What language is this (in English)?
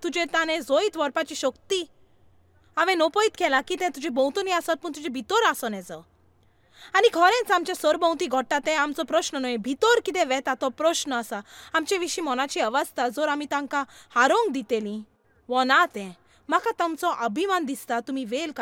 Konkani